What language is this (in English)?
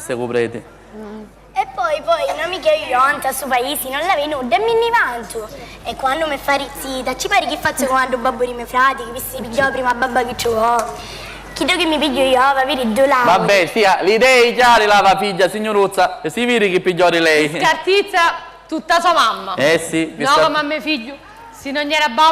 Sicilian